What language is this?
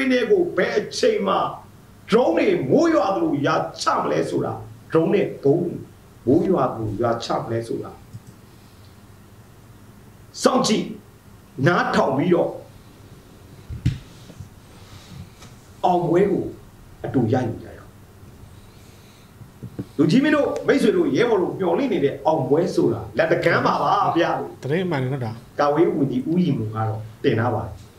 Burmese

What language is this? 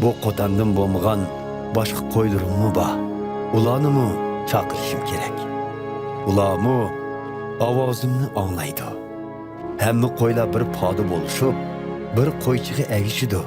Uyghur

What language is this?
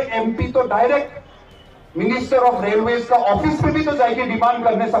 Karbi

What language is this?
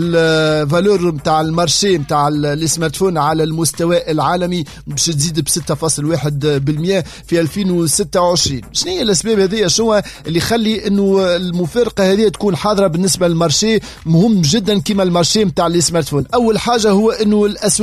Tunisian Arabic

